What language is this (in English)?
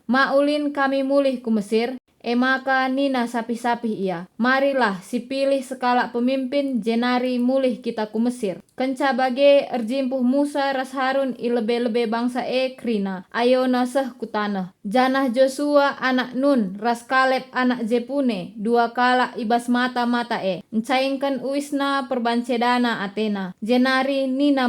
Batak Karo